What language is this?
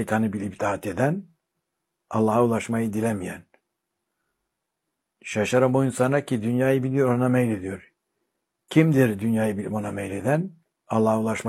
Turkish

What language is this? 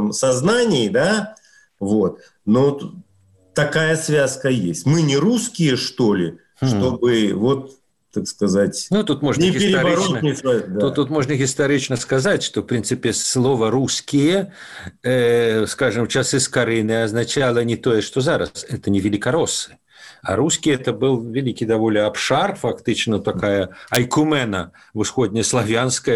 Belarusian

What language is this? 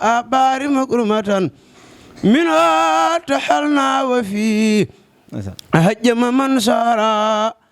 Wolof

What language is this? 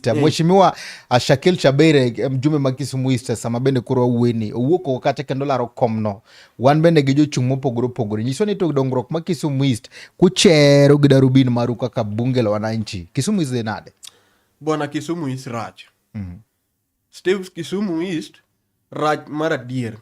Luo (Kenya and Tanzania)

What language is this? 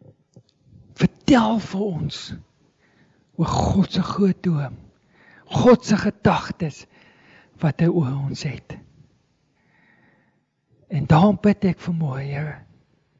Afrikaans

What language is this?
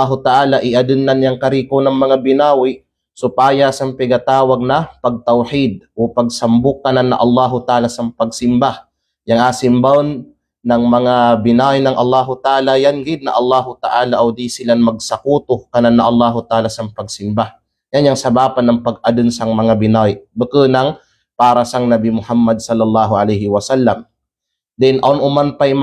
Kalagan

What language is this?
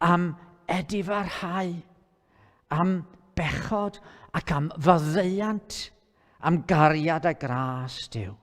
Welsh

